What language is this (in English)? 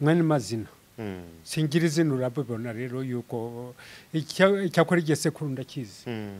Rundi